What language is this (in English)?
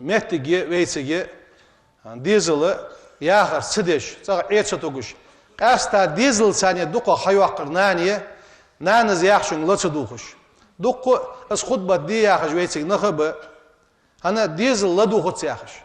Ingush